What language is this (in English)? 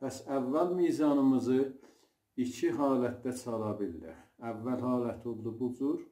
South Azerbaijani